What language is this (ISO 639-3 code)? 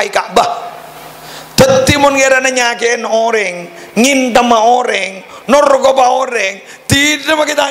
mad